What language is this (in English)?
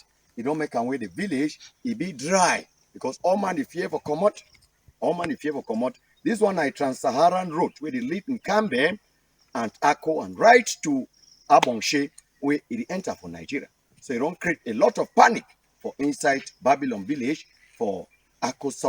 Cameroon Pidgin